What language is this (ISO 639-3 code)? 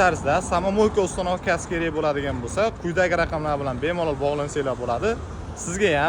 uzb